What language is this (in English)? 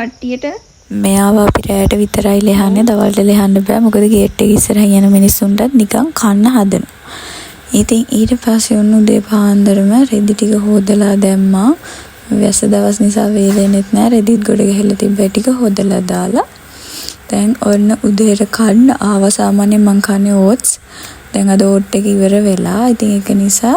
Sinhala